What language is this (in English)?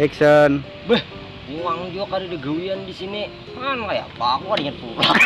Banjar